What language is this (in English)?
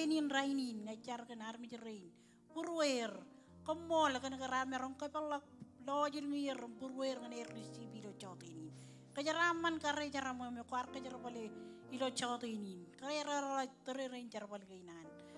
Marshallese